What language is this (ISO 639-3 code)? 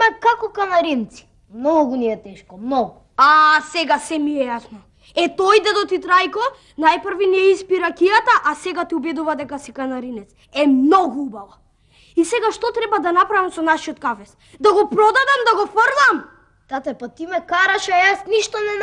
mkd